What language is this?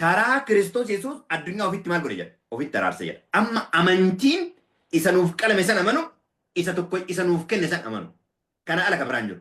Oromo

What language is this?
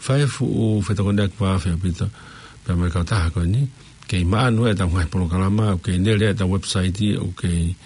Tongan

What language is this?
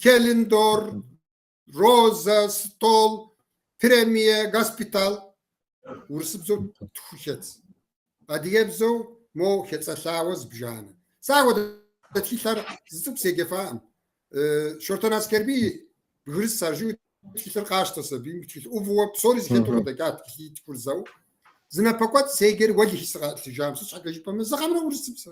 Kabardian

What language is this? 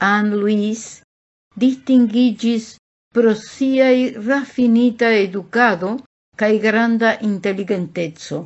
Esperanto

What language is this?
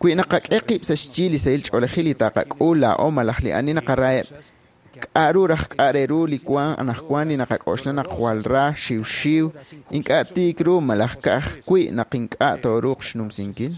Kekchí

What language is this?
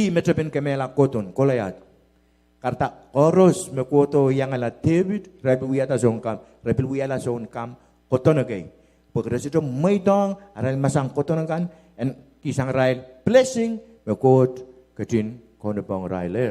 Pohnpeian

